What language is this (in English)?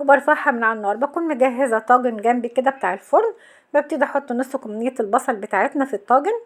Egyptian Arabic